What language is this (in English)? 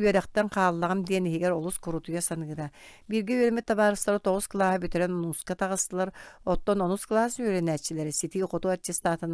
Yakut